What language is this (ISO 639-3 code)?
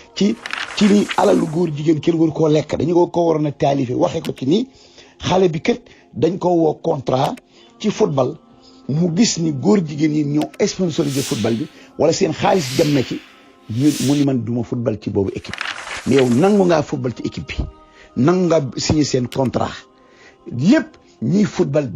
wol